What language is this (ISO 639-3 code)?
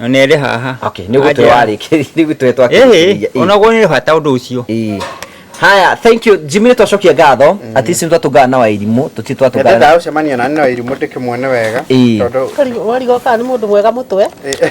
kik